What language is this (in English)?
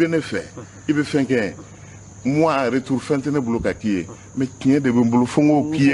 Bambara